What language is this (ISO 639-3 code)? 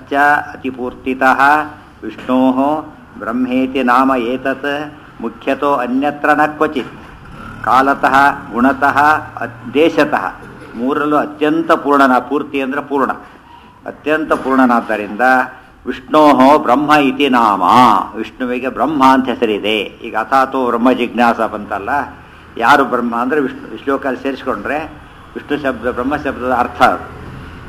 kan